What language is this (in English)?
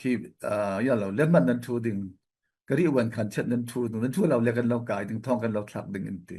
Falam Chin